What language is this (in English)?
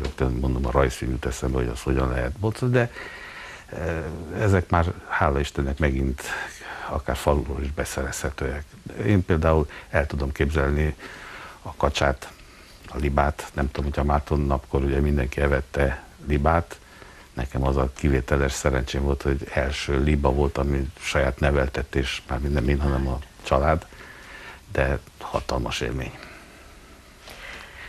Hungarian